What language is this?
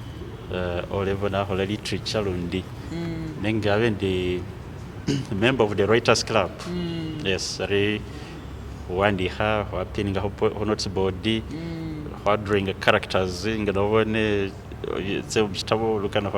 Masaaba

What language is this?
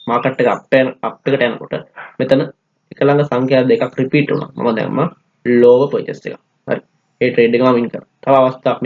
Sinhala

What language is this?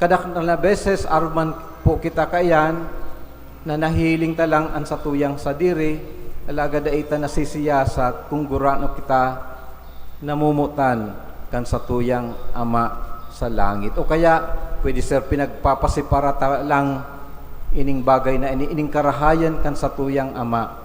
Bikol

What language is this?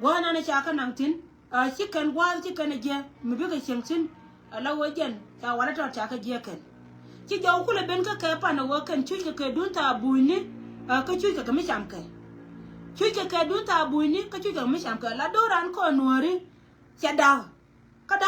Nuer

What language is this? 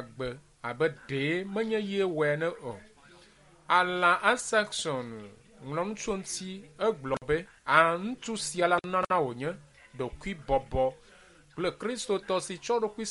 Ewe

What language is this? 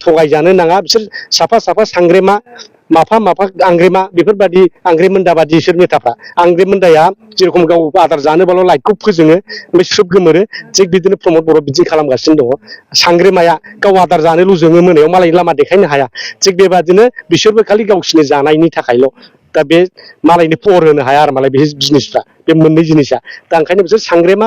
Bodo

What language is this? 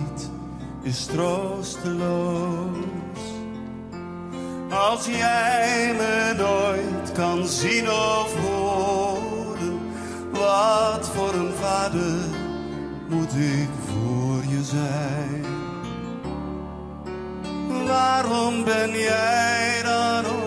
Dutch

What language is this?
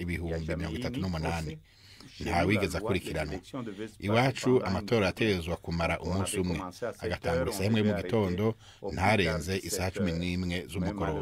Rundi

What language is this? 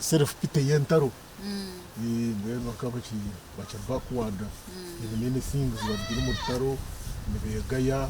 Nyankole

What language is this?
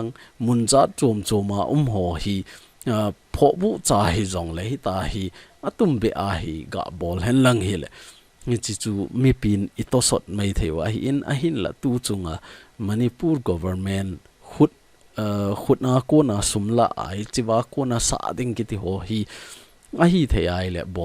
Thado Chin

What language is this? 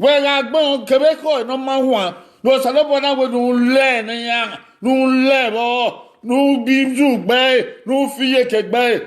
Bini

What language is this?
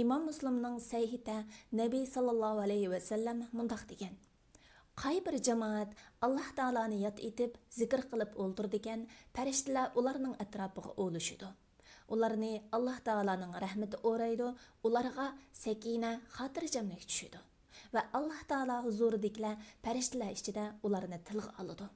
Uyghur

